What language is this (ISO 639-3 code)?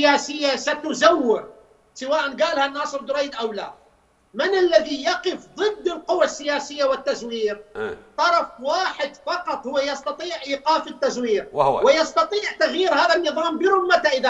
acm